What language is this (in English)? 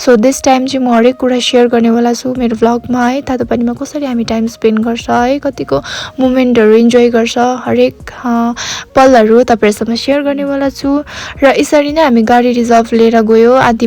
Nepali